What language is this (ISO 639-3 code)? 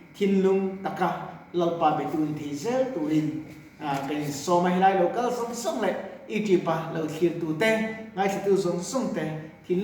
lus